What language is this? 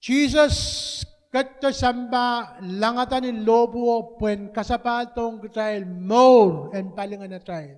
Pohnpeian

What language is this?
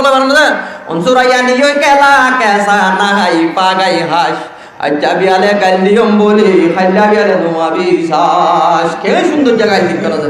Rohingya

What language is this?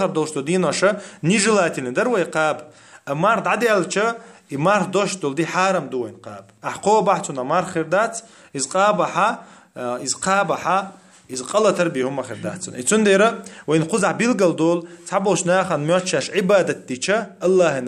Chechen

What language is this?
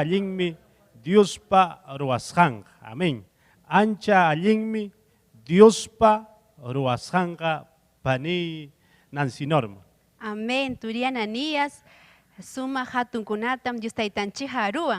Ayacucho Quechua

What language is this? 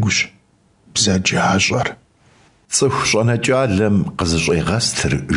Kabardian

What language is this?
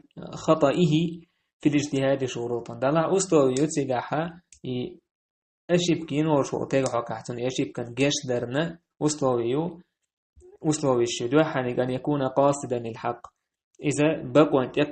Chechen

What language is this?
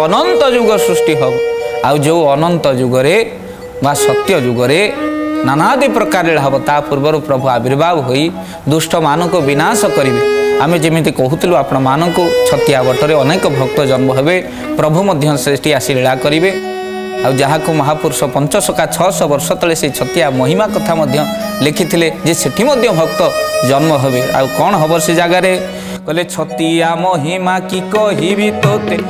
Odia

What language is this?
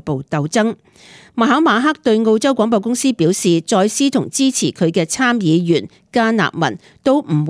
Cantonese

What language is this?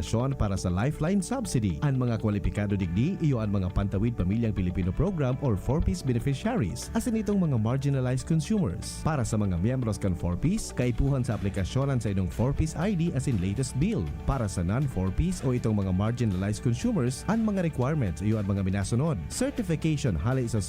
Bikol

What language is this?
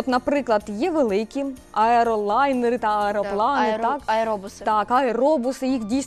Ukrainian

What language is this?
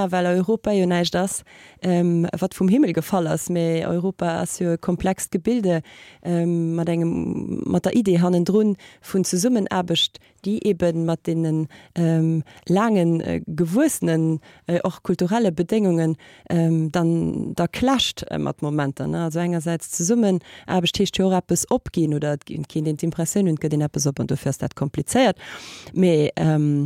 Luxembourgish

